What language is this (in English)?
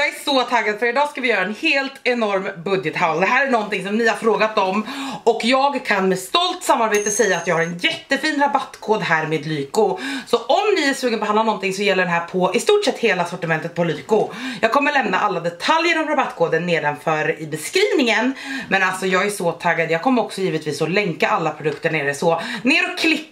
Swedish